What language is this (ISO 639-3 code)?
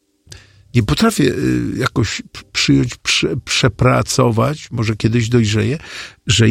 pol